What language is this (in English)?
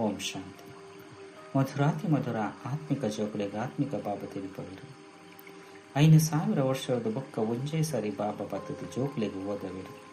Tulu